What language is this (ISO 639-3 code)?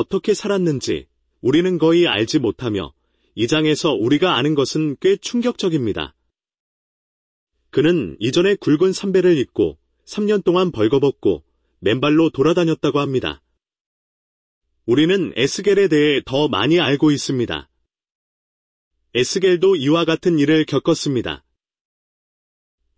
kor